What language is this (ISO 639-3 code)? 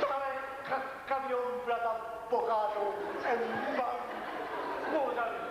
scn